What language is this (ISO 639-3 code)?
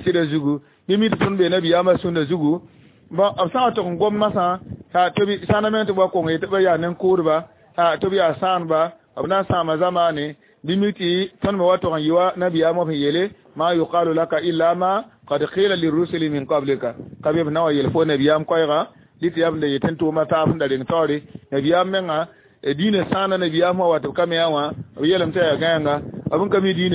mos